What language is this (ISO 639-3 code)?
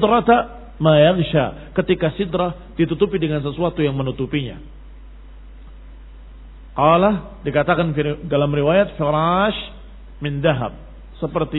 ind